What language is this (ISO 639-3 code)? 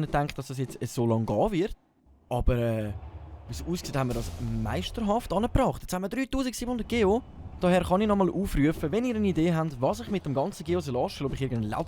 gsw